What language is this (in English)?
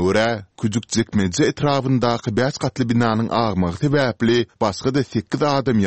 Turkmen